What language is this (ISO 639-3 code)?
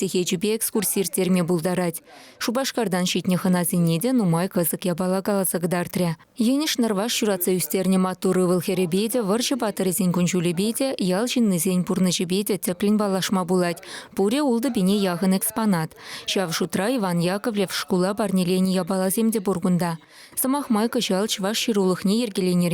chv